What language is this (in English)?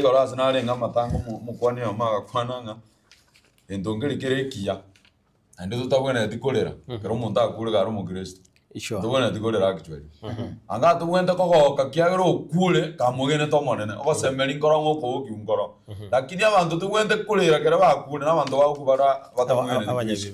Gusii